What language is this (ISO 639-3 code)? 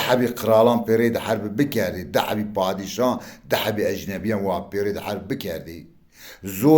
zza